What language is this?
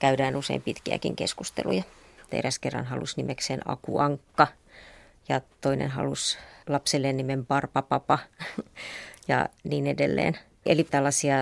Finnish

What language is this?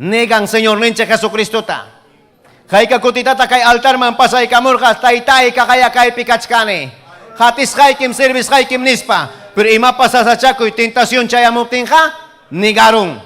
Ayacucho Quechua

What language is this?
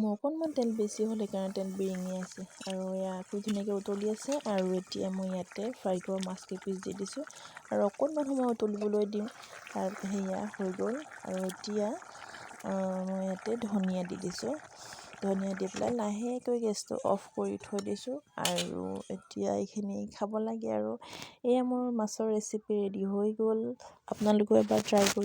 Assamese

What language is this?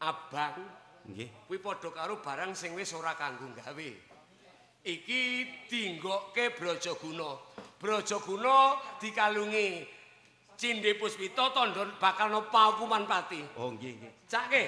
Javanese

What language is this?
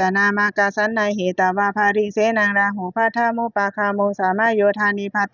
Pali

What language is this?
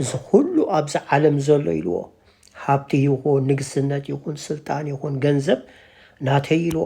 Tigrinya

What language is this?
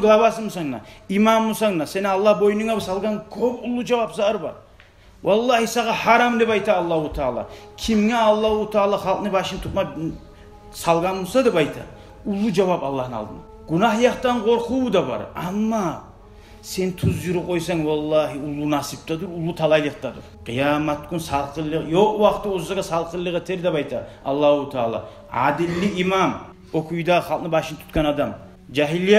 Kumyk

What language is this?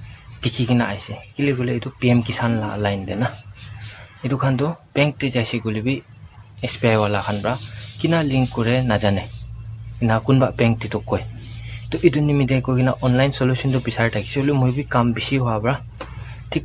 Naga Pidgin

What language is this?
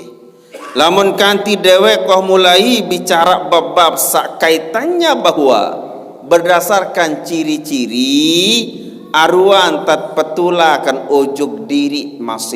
Sasak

